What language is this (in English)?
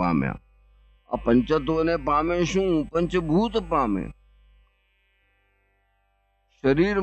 Gujarati